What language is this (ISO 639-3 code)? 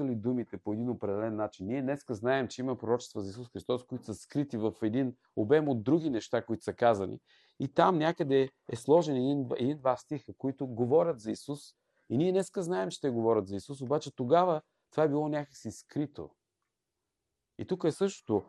bul